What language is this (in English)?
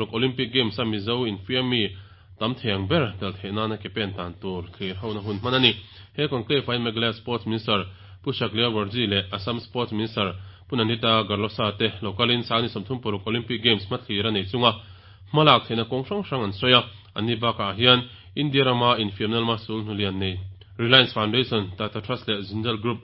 Mizo